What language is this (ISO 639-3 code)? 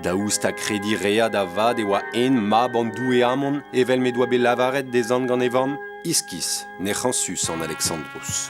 bre